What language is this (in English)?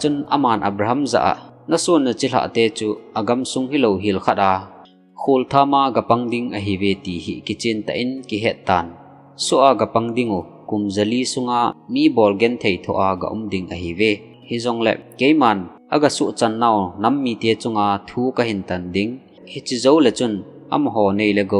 Thado Chin